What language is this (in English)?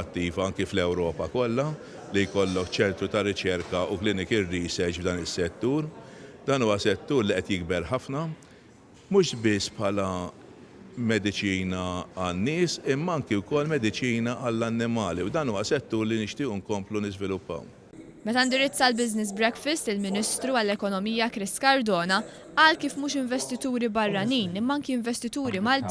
Maltese